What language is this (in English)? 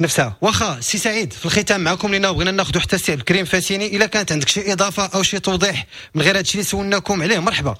Moroccan Arabic